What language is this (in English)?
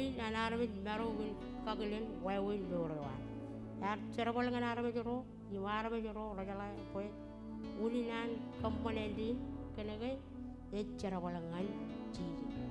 Marshallese